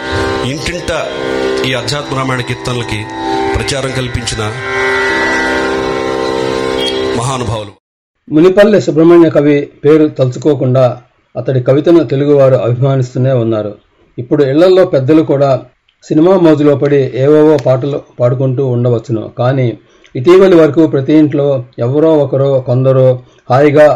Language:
Telugu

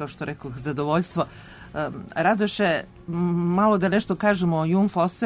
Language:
Serbian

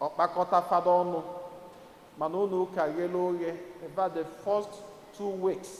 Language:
Igbo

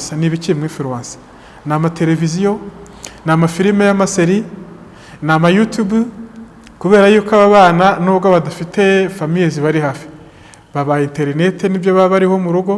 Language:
Kinyarwanda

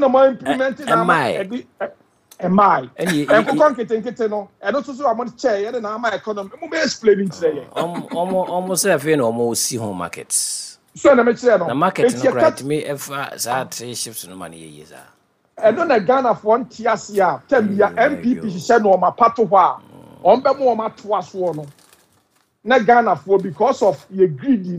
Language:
Akan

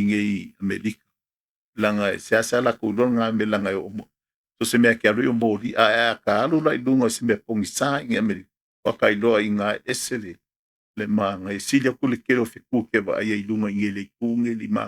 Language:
Samoan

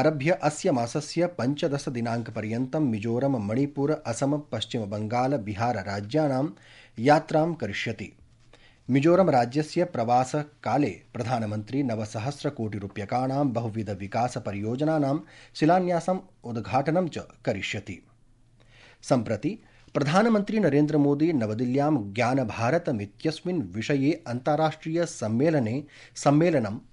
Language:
Sanskrit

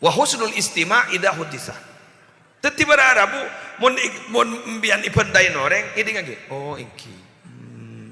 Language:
Madurese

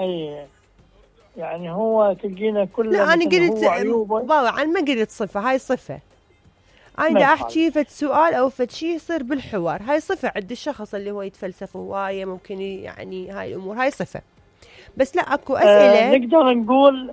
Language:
Mesopotamian Arabic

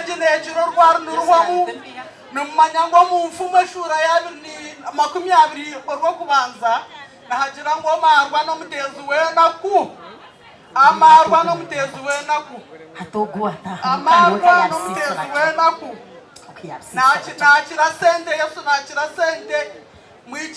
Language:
Nyankole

